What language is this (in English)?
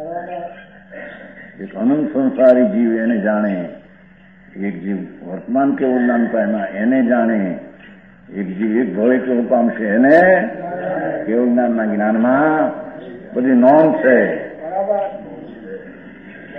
Gujarati